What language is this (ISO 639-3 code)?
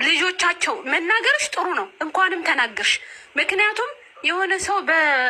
amh